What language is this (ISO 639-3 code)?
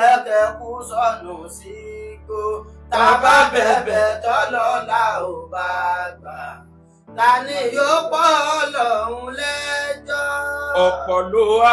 yor